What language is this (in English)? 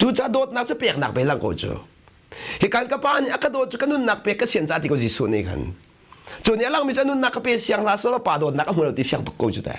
Hakha Chin